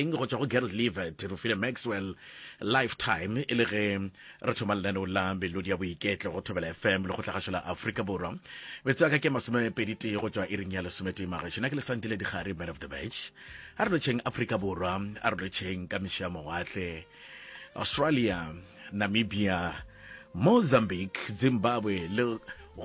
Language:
Northern Sotho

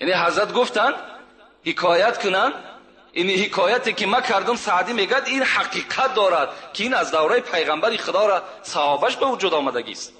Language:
Tajik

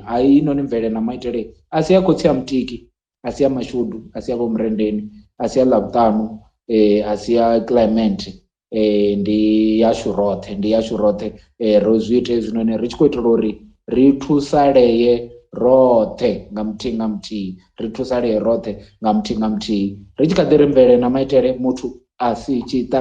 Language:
Venda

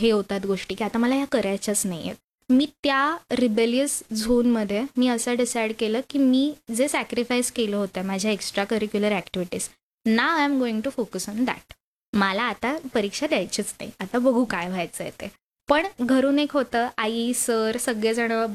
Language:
Marathi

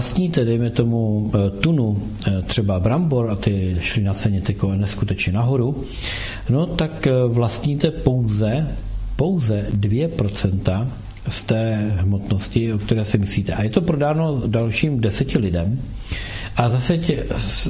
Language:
Czech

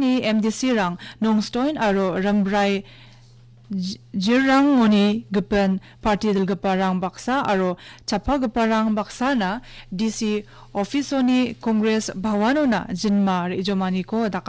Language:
Garo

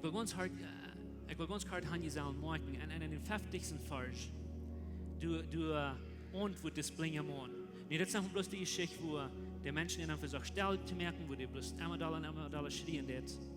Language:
Plautdietsch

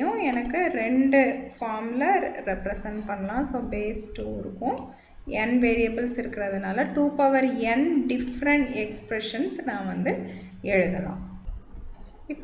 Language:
Tamil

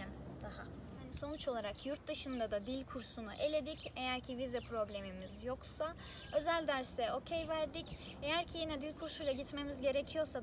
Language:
Turkish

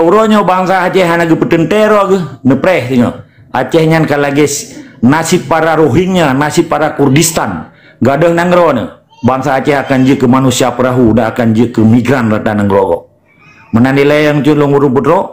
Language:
Achinese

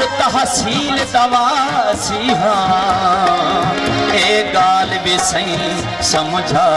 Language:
Saraiki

